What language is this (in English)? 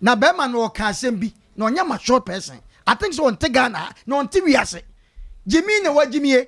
Akan